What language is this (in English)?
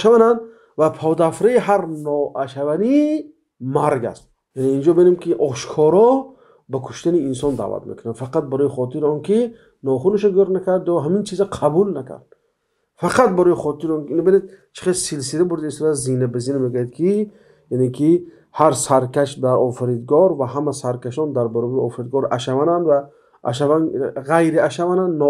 Tajik